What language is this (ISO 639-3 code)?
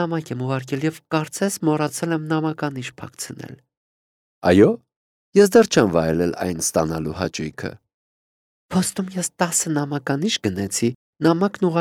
hye